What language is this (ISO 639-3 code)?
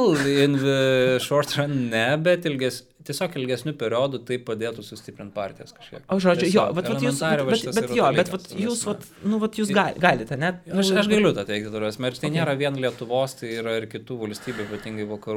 lit